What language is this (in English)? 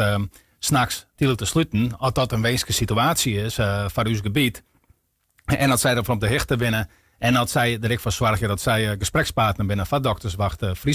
Western Frisian